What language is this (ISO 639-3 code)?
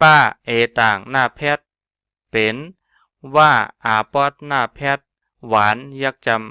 shn